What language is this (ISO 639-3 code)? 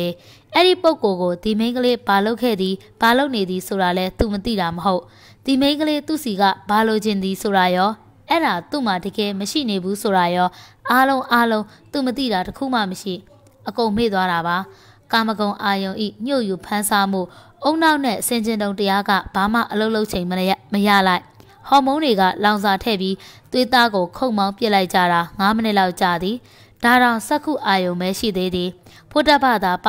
mya